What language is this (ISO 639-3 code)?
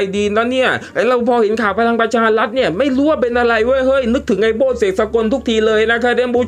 tha